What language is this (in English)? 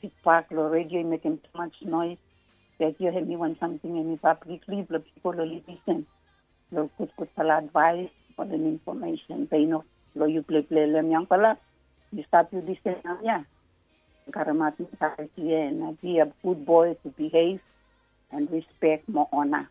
Bislama